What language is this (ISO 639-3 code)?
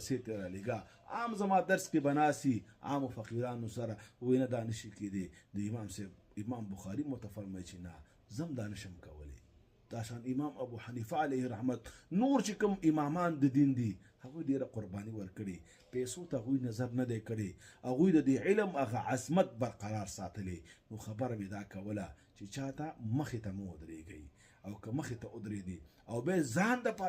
pus